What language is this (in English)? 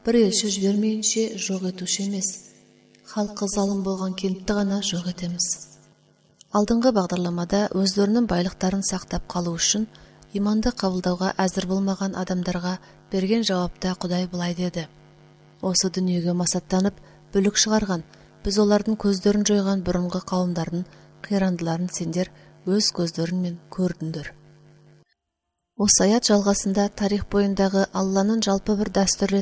Kazakh